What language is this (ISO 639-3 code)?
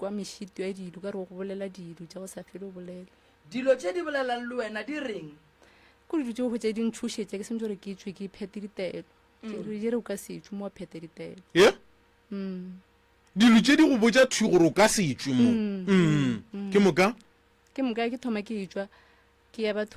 nso